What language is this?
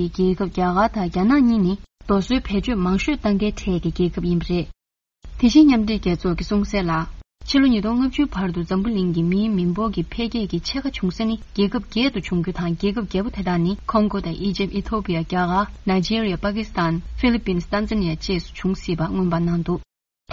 Tibetan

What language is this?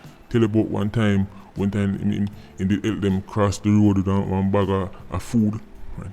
Jamaican Creole English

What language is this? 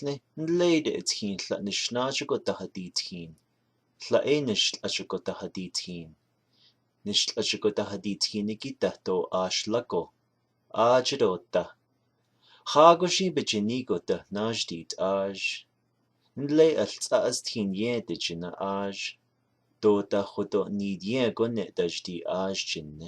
Navajo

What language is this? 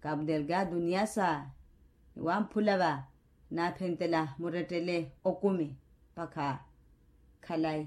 Makhuwa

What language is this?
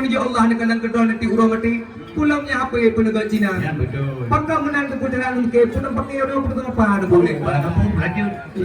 Achinese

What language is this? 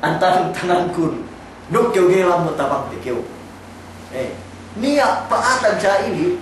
Yakan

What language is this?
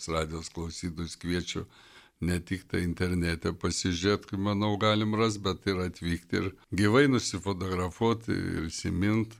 Lithuanian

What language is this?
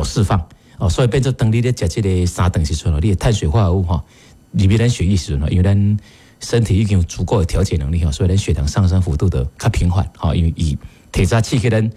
Min Nan Chinese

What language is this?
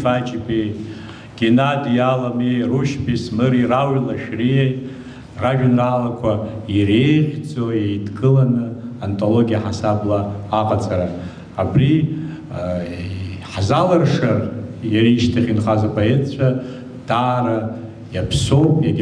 Abkhazian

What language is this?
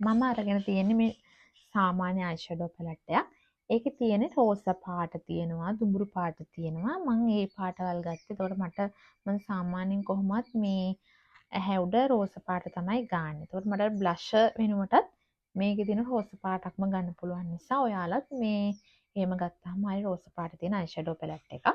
Sinhala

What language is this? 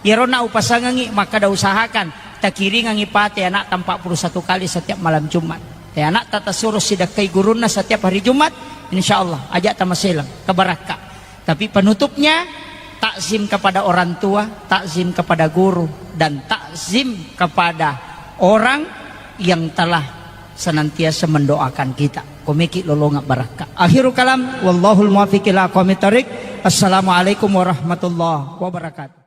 Buginese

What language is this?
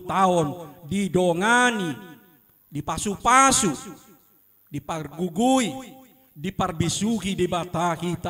Batak Toba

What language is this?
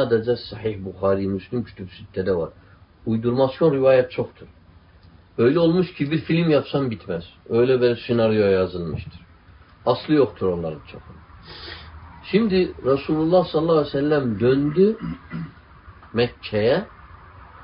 Turkish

